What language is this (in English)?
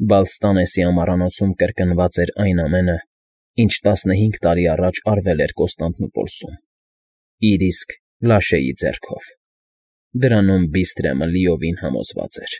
Armenian